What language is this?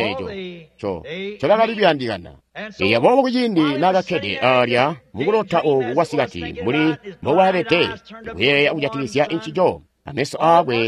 Tonga (Zambia)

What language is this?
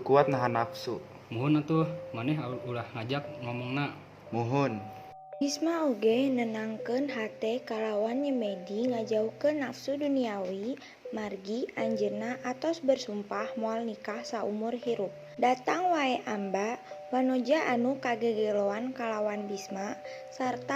Sundanese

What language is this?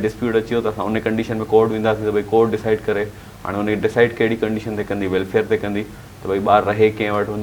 Sindhi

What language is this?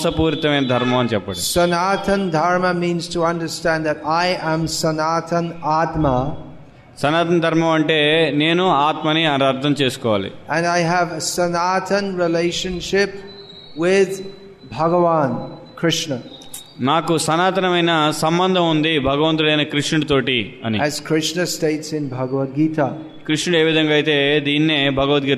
Telugu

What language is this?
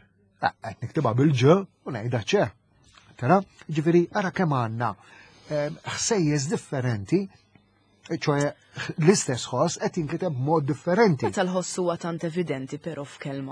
Maltese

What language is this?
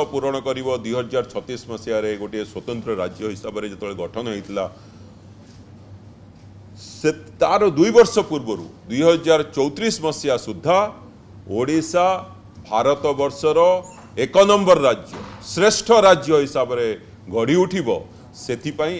Odia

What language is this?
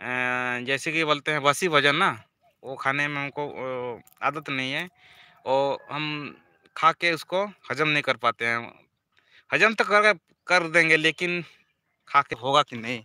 Santali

